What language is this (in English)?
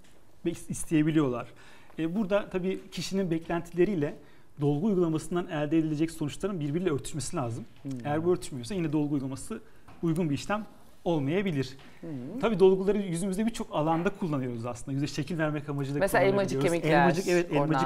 Turkish